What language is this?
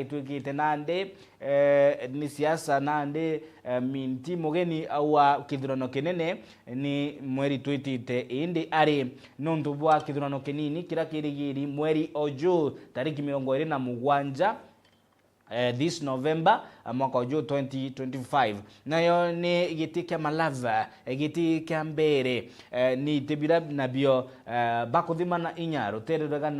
Meru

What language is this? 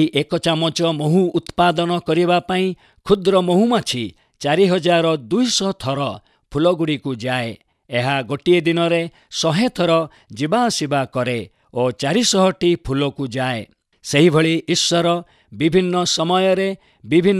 Odia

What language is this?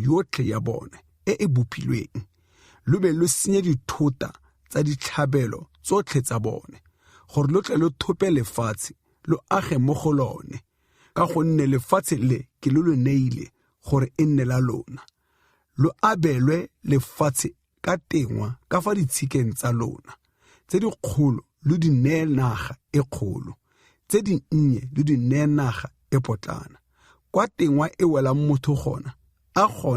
Tswana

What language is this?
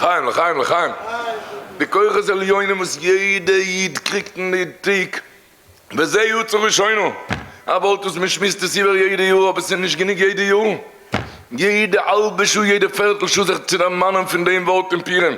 Yiddish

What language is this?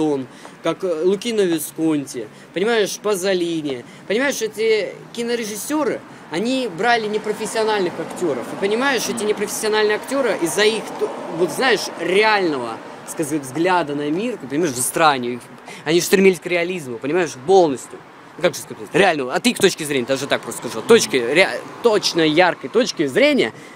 Russian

